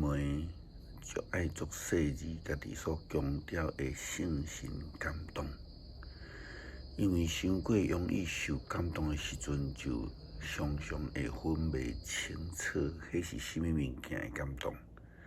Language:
Min Nan Chinese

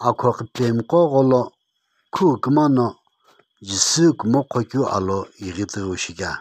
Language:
Sumi Naga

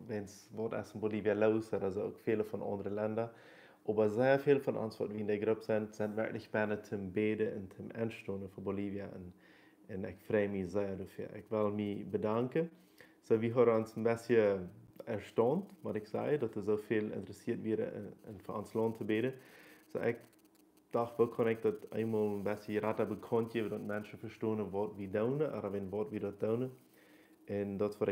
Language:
Plautdietsch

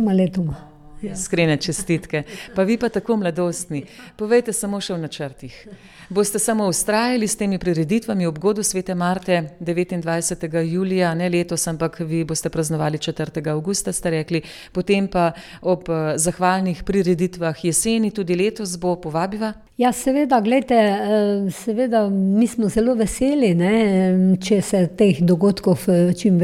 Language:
Slovenian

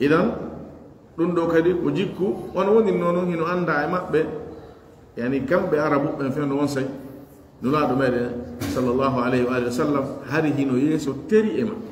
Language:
Fula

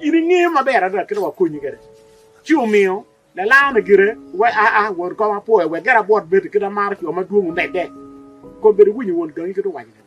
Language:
Acoli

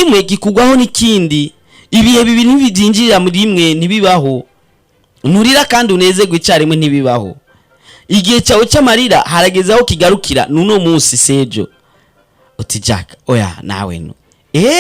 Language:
Rundi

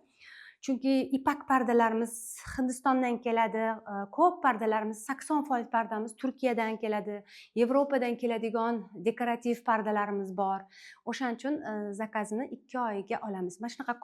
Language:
Uzbek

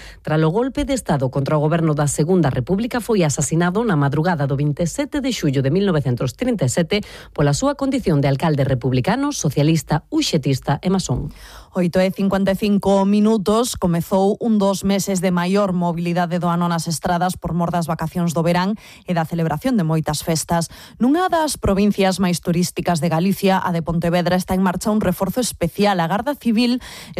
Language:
Galician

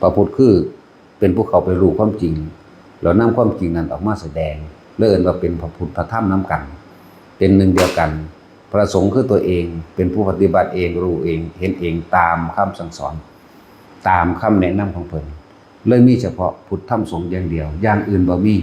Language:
Northeastern Thai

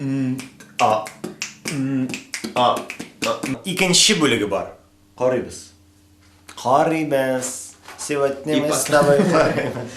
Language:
Tatar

